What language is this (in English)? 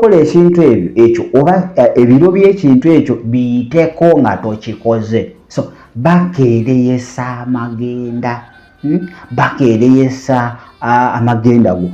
Ganda